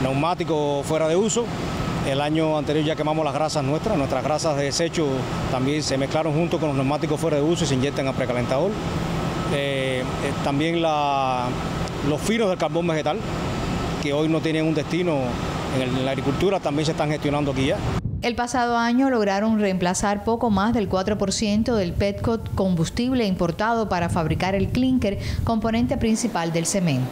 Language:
Spanish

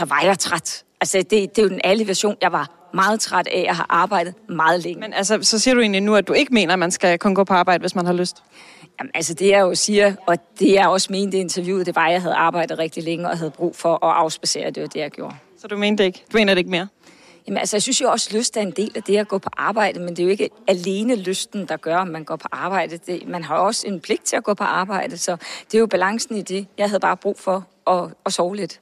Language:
Danish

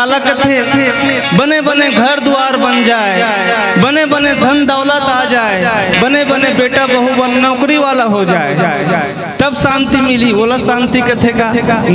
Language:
Chhattisgarhi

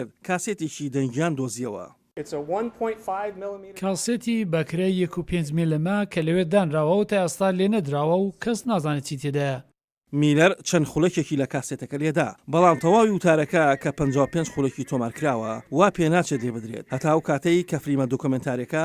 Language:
Central Kurdish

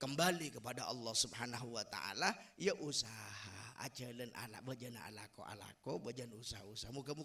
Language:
Madurese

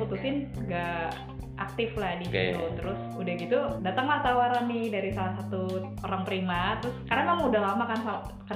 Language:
Indonesian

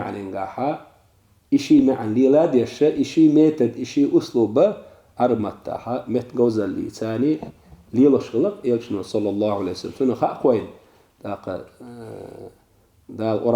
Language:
Chechen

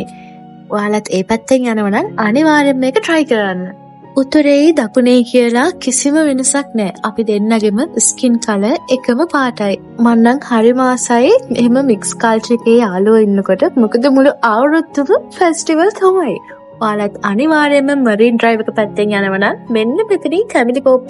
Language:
Sinhala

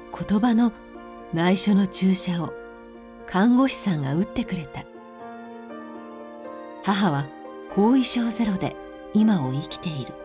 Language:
Japanese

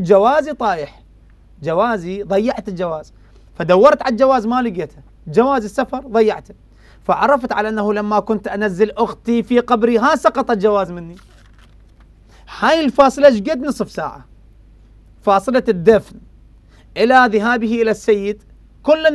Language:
Mesopotamian Arabic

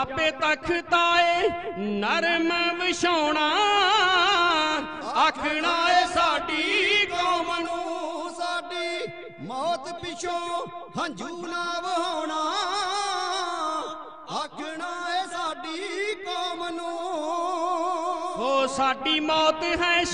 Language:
Punjabi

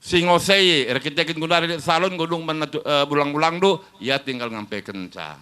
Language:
Batak Karo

